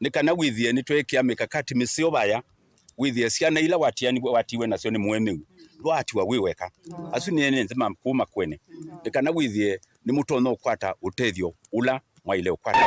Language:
Kamba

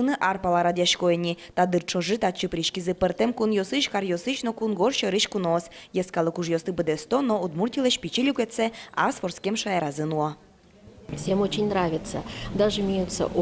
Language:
Udmurt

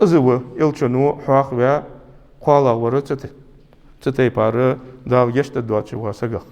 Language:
Ingush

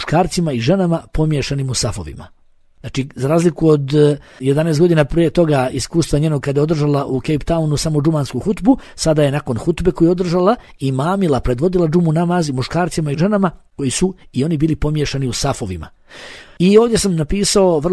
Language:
Bosnian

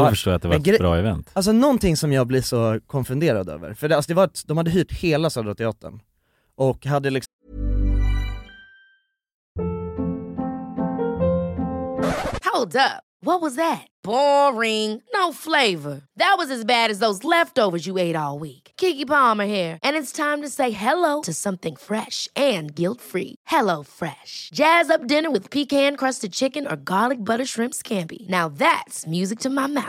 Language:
Swedish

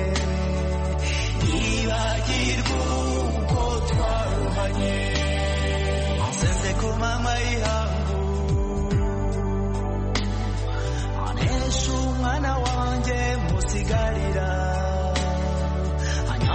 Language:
Kinyarwanda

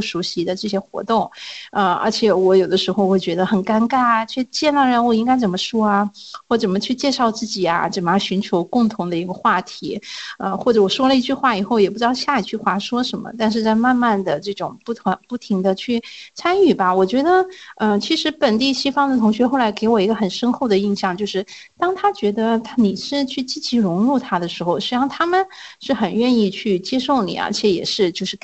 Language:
Chinese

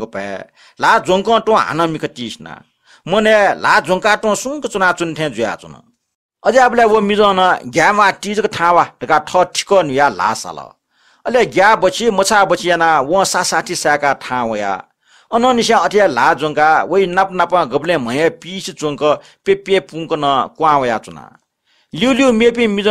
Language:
Newari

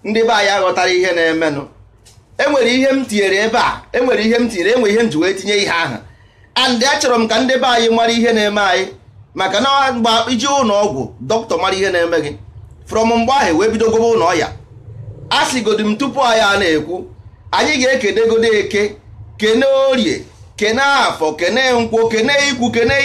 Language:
Igbo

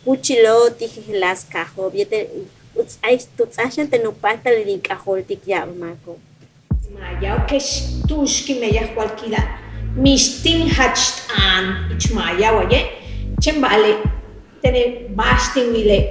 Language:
Yucateco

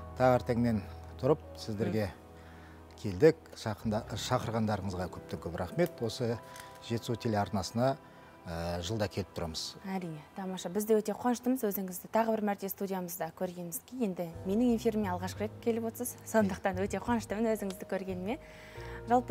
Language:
Kazakh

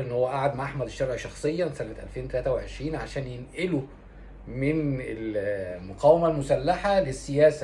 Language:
Egyptian Arabic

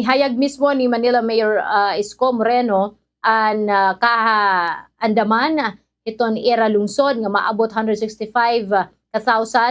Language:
Waray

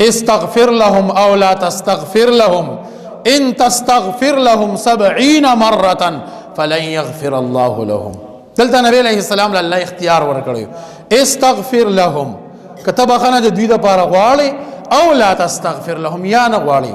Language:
Pashto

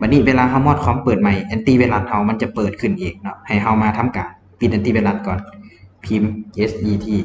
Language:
Lao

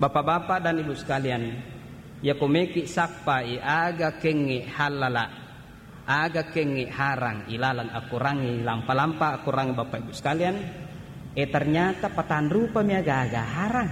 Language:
Buginese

